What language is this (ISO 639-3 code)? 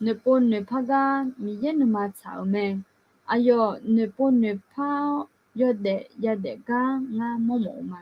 ahk